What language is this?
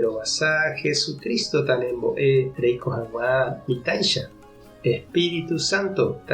Guarani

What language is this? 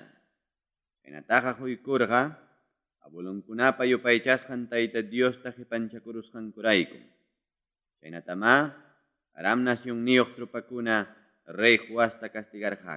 Ayacucho Quechua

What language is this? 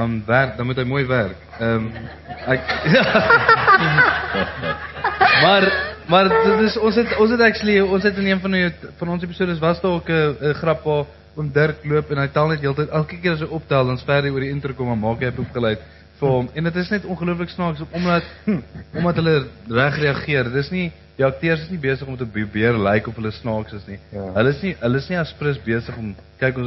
Afrikaans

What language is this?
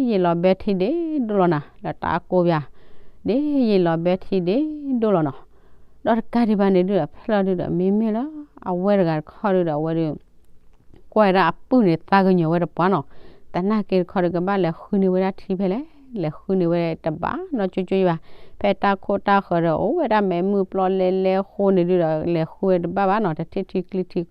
S'gaw Karen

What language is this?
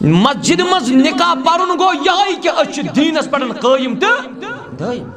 Kashmiri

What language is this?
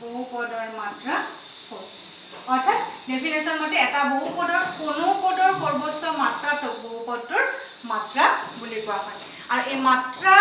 Assamese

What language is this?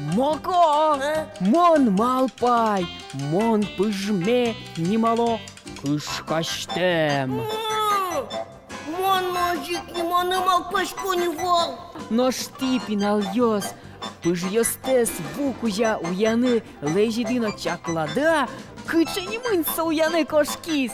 Udmurt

